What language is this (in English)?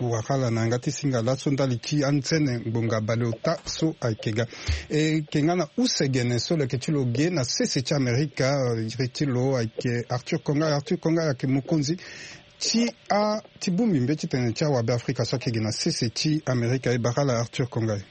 Sango